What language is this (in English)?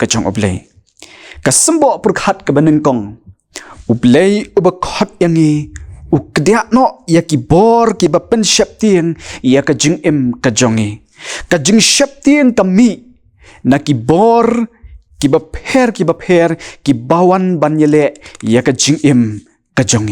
Khasi